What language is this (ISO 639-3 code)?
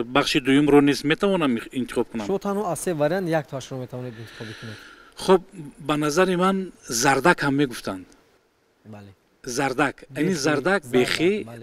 tgk